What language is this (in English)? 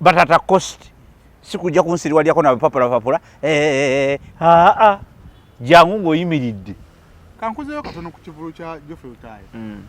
Ganda